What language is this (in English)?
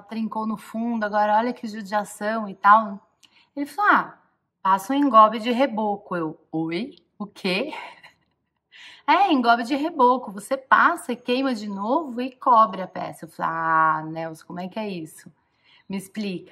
Portuguese